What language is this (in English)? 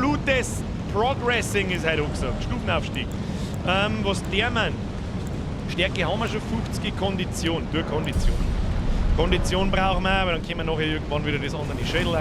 Bavarian